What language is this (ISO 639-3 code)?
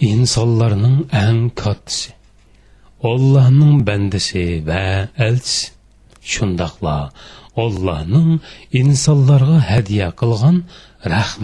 uig